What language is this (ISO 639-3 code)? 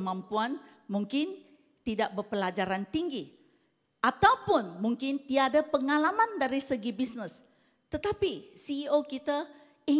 msa